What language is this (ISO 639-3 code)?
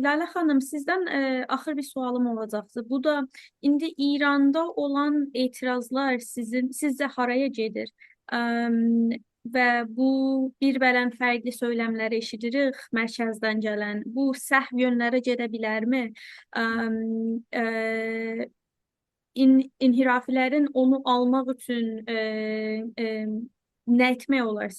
azb